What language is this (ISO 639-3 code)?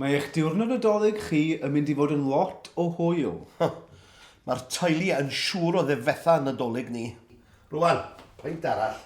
cym